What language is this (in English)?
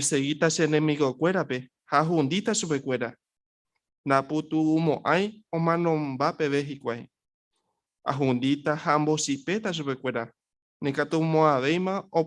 Guarani